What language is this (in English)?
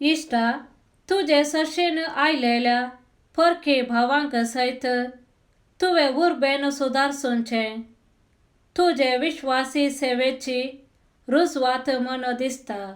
Konkani